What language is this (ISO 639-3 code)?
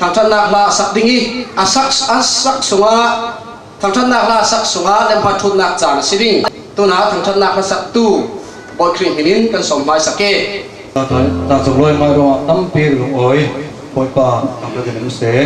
cfm